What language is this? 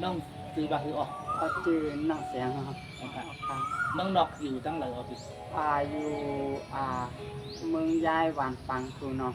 Shan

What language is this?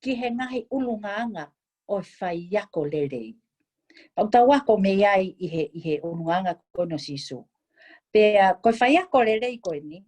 Tongan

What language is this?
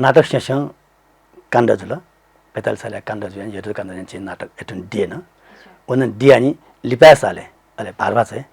Newari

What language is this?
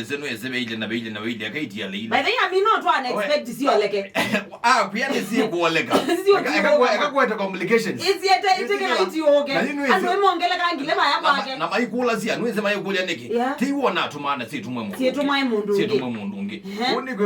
Kamba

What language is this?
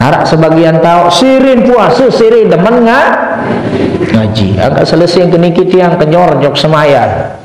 Sasak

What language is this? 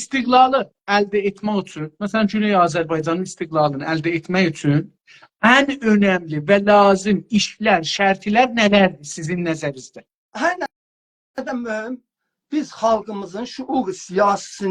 South Azerbaijani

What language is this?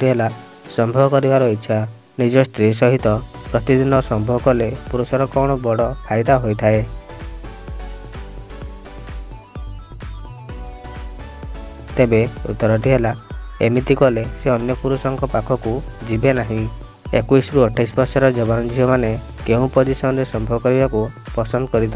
Odia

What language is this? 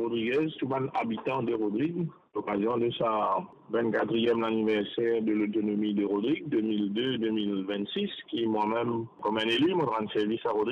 Morisyen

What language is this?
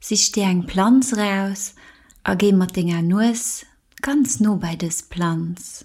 Luxembourgish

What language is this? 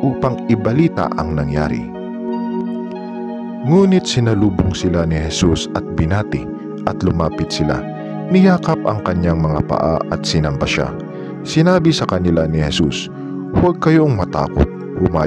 Filipino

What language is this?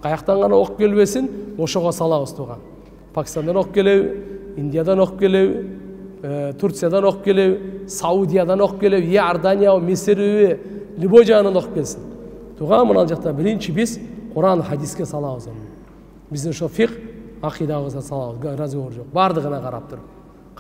Kyrgyz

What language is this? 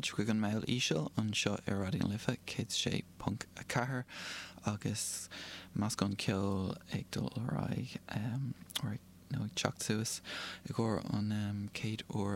Irish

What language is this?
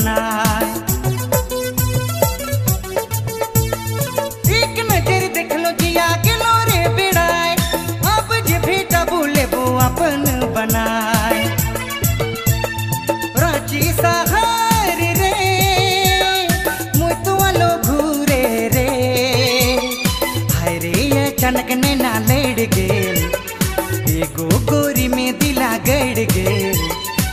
Sadri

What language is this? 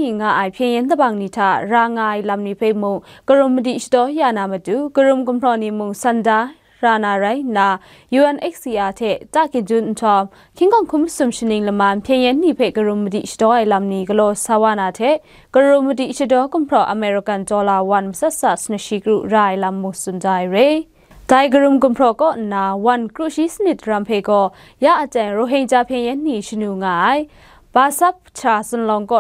Kachin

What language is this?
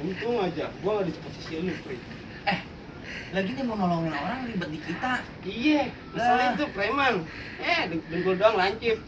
Betawi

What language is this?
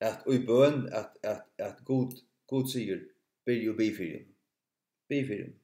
Faroese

